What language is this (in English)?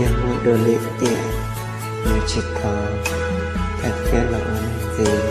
Hmong